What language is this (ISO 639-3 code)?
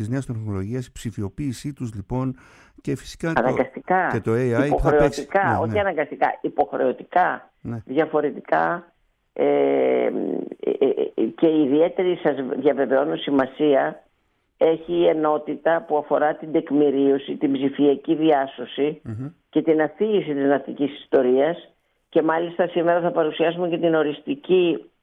ell